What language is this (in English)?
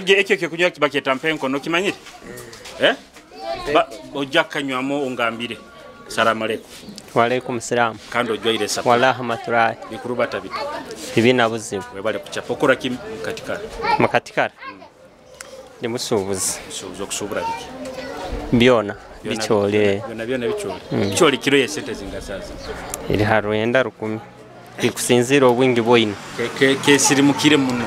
Nyoro